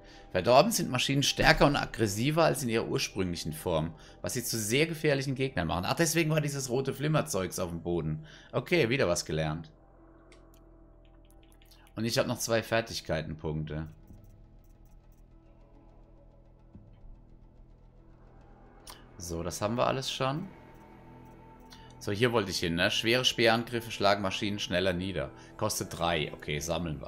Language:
German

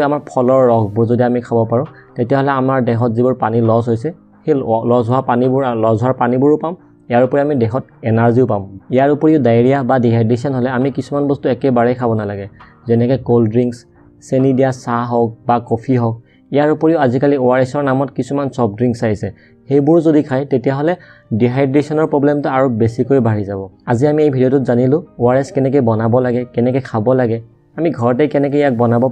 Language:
Assamese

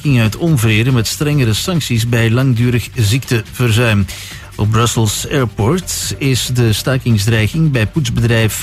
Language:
Dutch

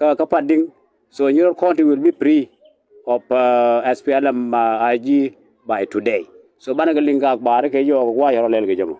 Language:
Nuer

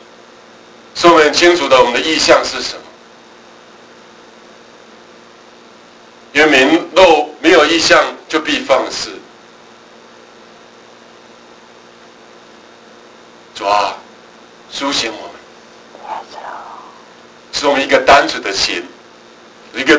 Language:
Chinese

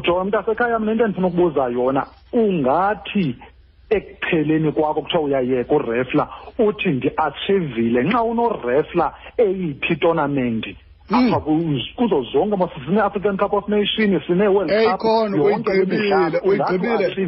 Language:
Xhosa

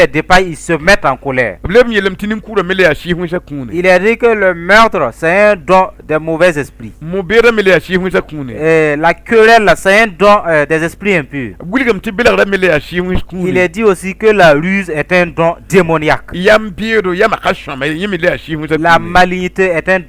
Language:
Mossi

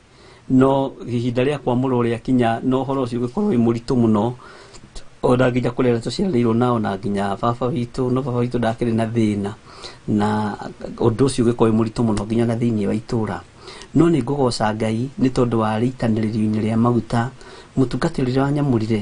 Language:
Kikuyu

